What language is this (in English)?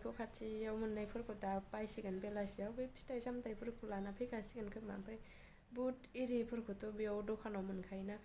Bodo